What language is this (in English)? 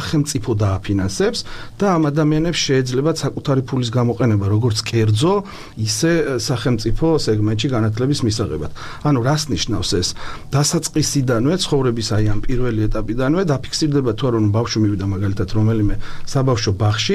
Georgian